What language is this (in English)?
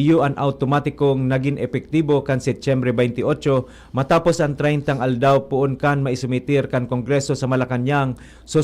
Bikol